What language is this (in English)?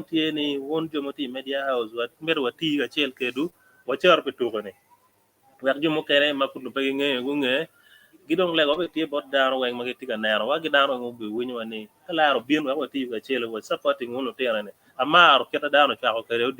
Acoli